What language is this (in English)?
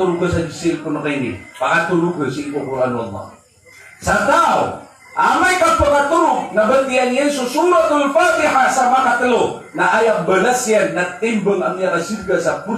Maranao